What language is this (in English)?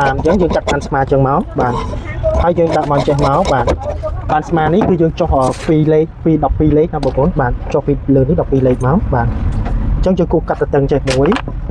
Khmer